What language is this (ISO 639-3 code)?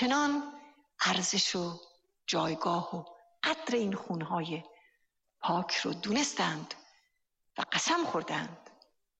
fas